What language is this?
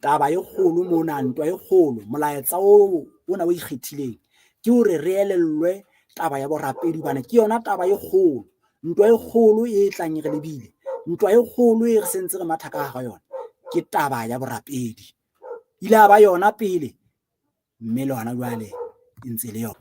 Southern Sotho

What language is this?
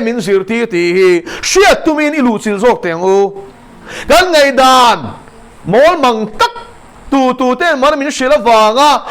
Mizo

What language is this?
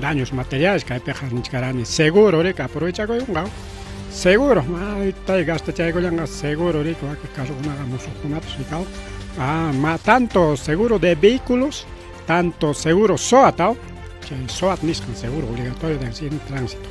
Ayacucho Quechua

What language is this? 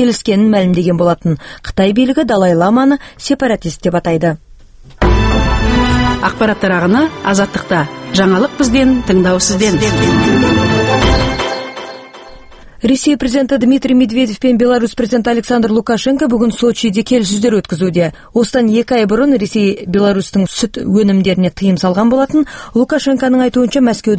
Kazakh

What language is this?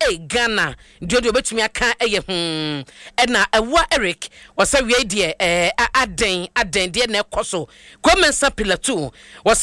Akan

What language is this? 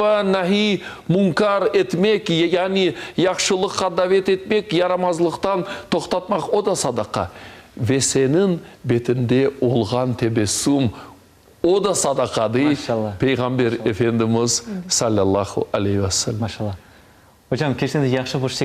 Crimean Tatar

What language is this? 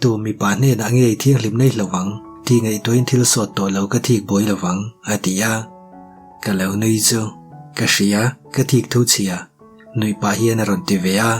Mizo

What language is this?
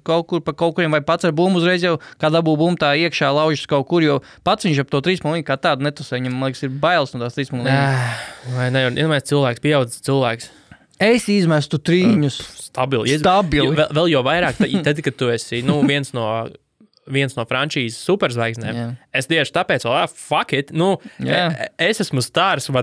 Latvian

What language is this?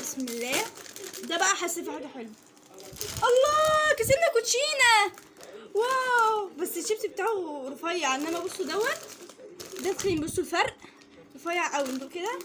Egyptian Arabic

